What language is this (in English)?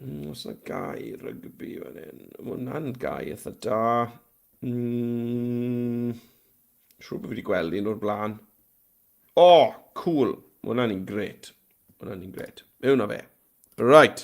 Welsh